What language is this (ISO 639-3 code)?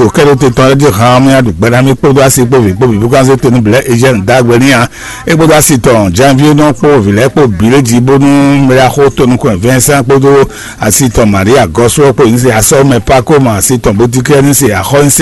fon